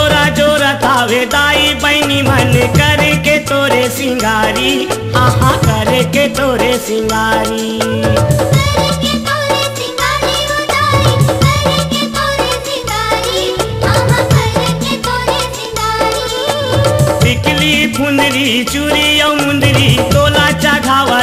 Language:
Chhattisgarhi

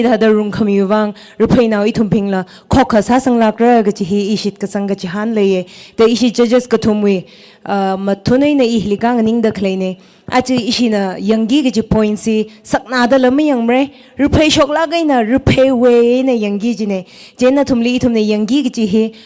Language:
Tangkhul Naga (India)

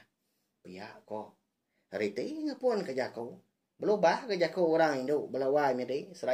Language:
Iban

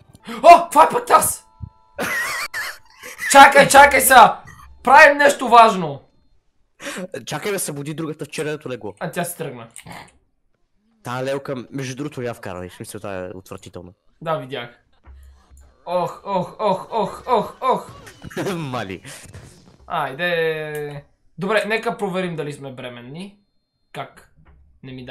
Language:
Bulgarian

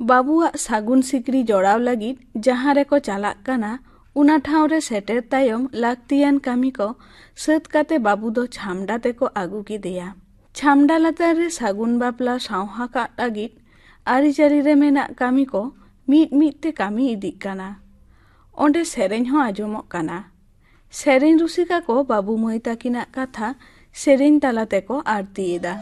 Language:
Santali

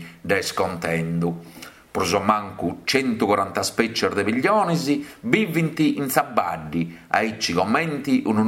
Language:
Sardinian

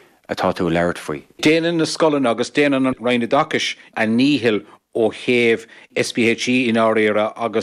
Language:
Irish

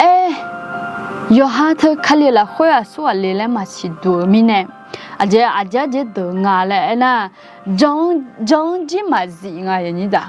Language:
Akha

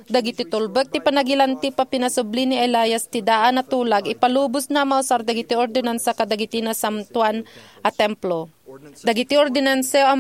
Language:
Iloko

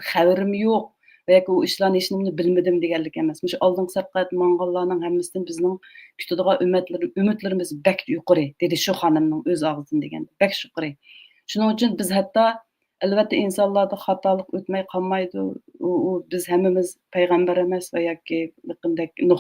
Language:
Uyghur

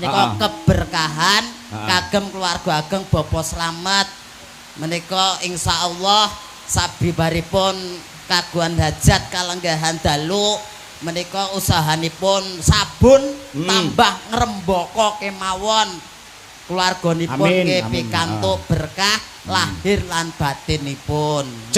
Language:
Javanese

